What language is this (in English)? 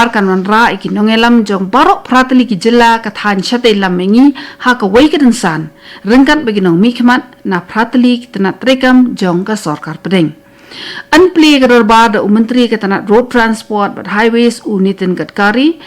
Khasi